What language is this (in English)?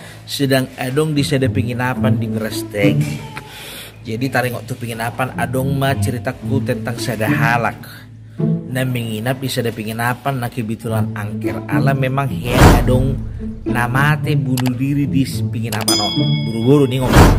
Batak Toba